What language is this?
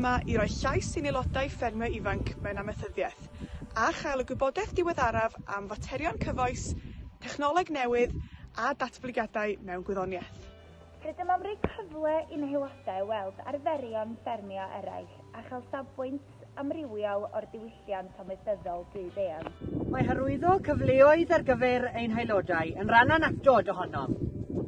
Welsh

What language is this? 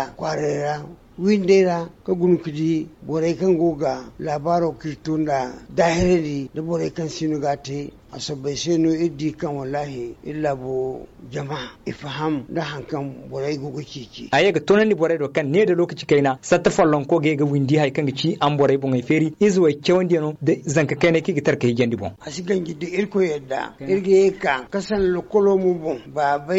Zarma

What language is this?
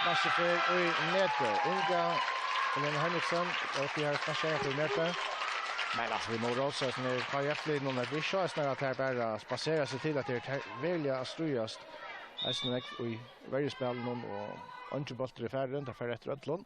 Faroese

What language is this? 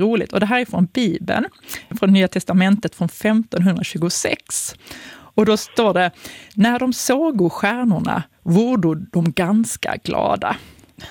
Swedish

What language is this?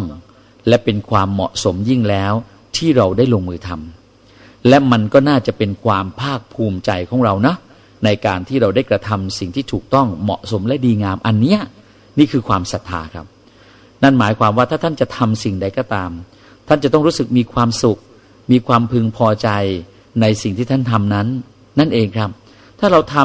Thai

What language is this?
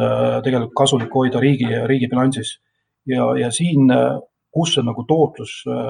Estonian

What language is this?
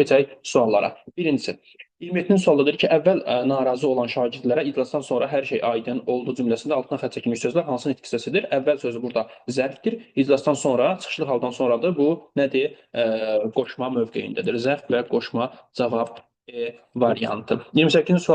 Azerbaijani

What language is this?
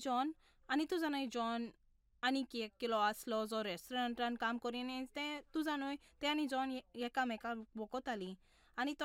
Konkani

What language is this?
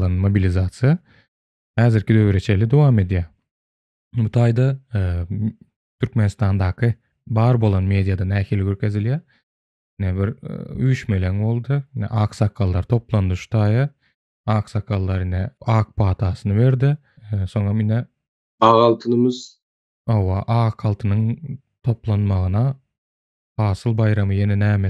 Turkmen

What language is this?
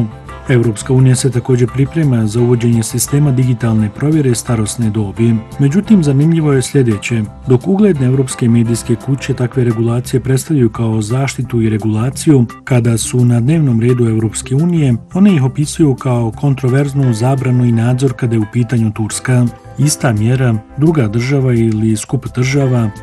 Bosnian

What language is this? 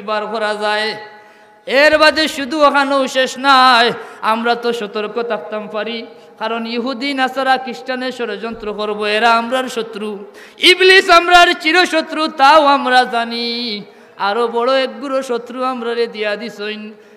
Sylheti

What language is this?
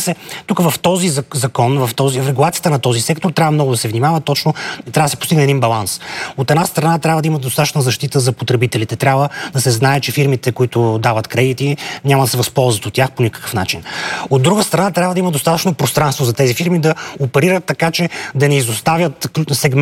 Bulgarian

